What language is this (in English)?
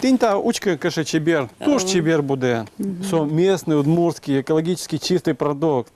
Udmurt